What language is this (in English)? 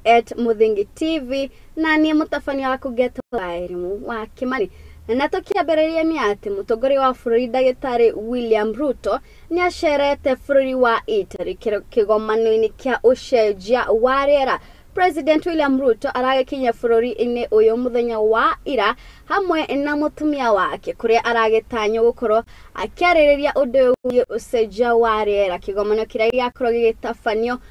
Kikuyu